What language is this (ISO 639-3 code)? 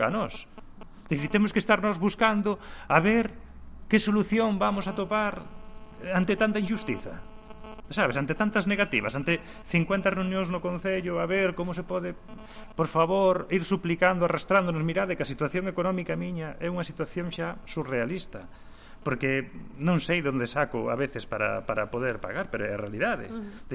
glg